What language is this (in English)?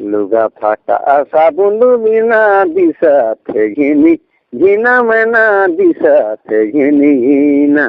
Sadri